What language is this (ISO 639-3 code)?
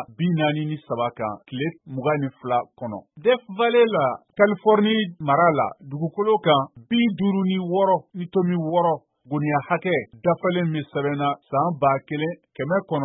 bam